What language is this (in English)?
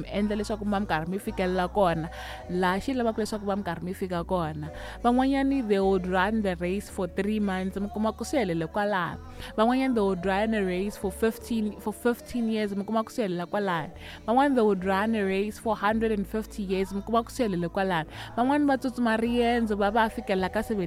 Tsonga